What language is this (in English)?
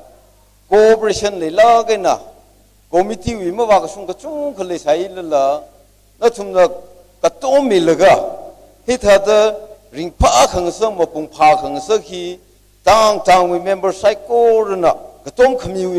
Tangkhul Naga (India)